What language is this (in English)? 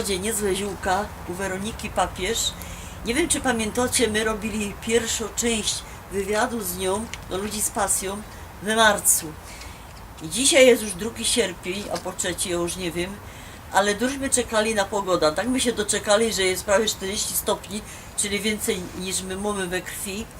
Silesian